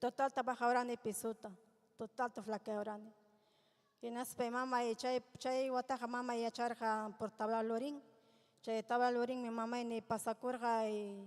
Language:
Ayacucho Quechua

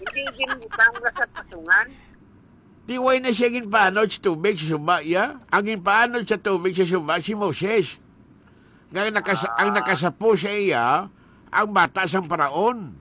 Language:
Hiligaynon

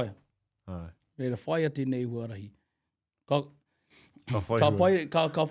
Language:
Māori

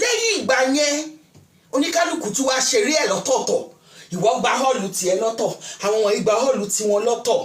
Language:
Yoruba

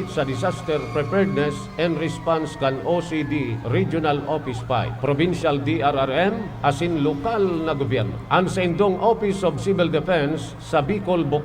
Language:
Bikol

